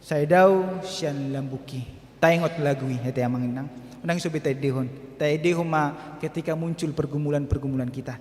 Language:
Batak Toba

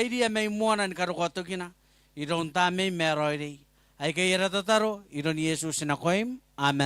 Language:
Gilbertese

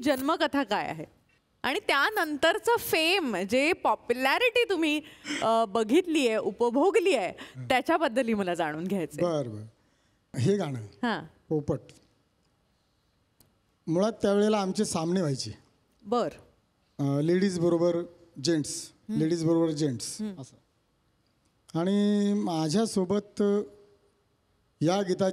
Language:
Marathi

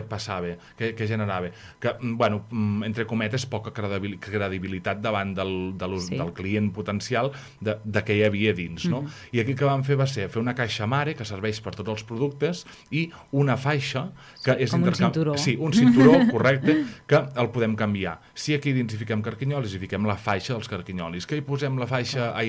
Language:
Catalan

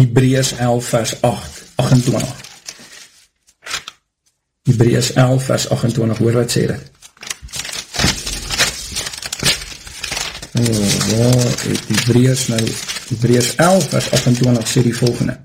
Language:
Afrikaans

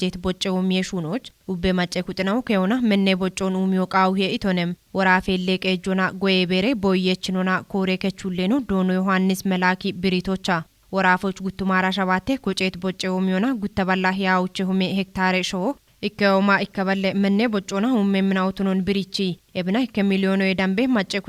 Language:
Kafa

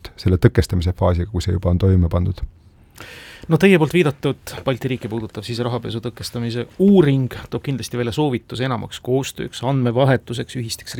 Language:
Estonian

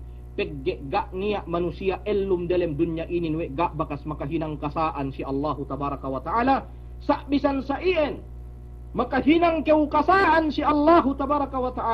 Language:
Yakan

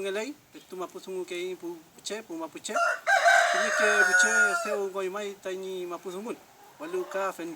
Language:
Mapuche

